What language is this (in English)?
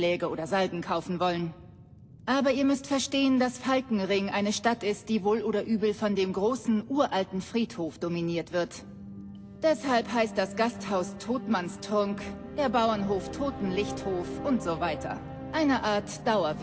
Bavarian